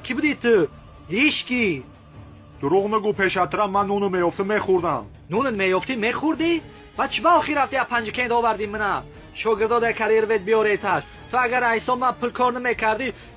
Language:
Tajik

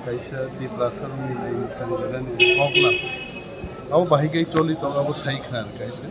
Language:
Kok Borok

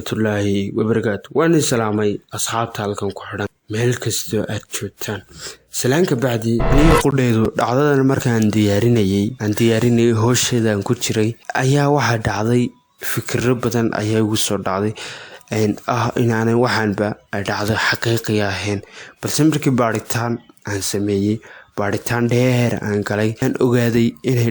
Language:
Somali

